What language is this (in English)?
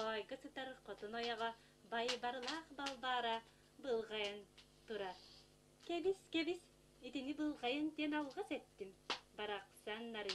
Yakut